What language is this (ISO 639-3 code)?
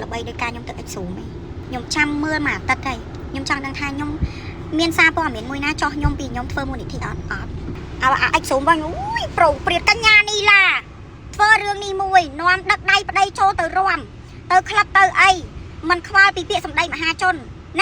khm